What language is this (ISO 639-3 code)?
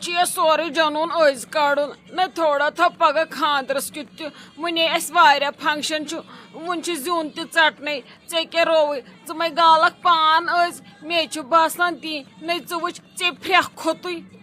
kas